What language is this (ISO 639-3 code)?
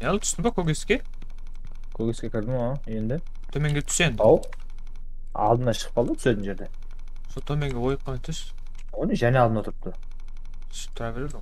kaa